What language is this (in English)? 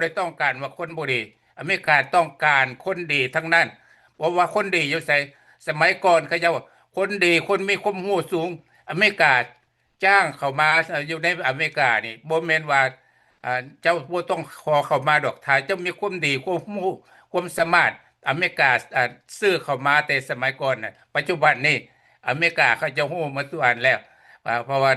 Lao